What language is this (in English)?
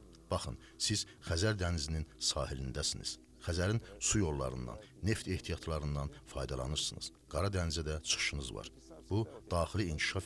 Azerbaijani